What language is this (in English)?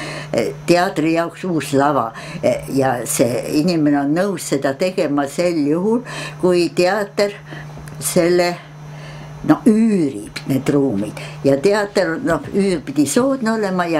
Estonian